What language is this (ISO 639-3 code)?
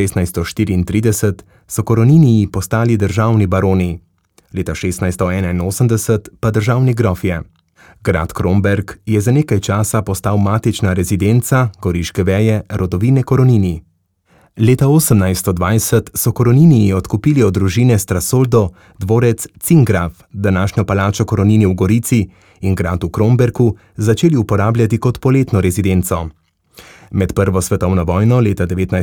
slv